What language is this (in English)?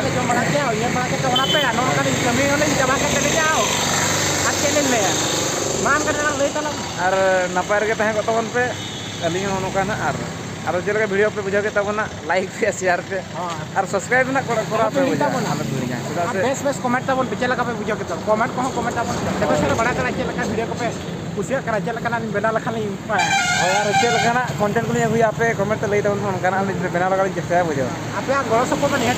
Santali